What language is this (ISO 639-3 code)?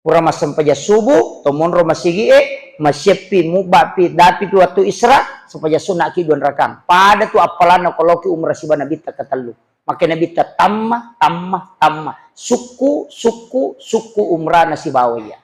bug